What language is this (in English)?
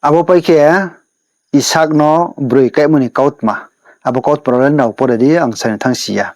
Riang (India)